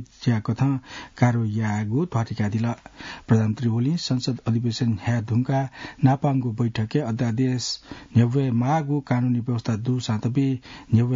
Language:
Newari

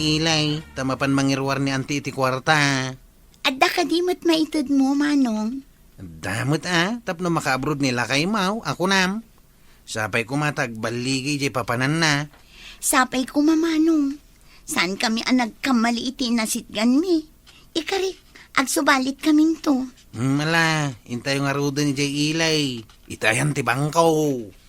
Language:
Iloko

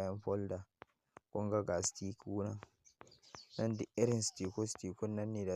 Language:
Hausa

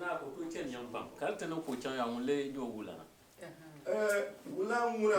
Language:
Dagbani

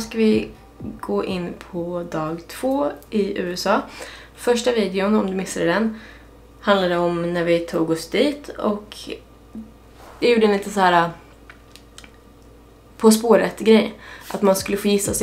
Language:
Swedish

